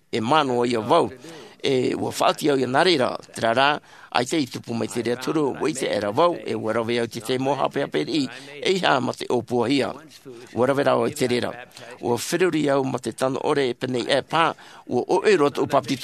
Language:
Tahitian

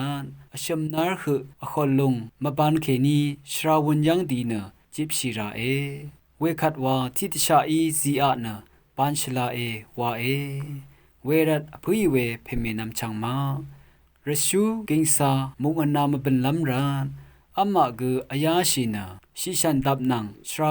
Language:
Rawang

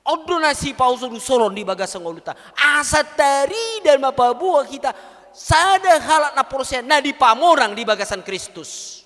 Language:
Batak Toba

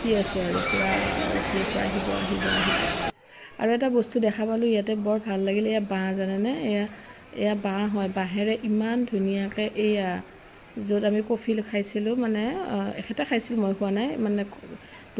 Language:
Assamese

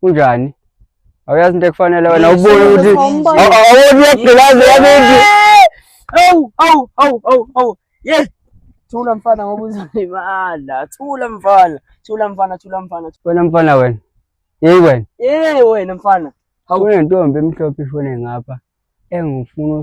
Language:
Zulu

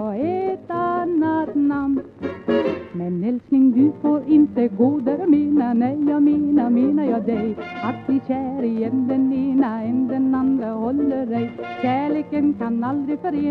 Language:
Swedish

